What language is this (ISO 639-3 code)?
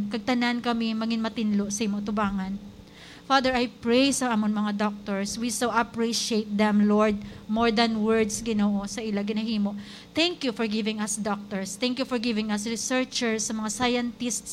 hil